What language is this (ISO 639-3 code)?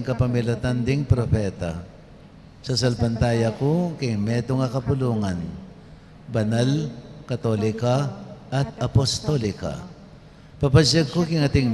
pam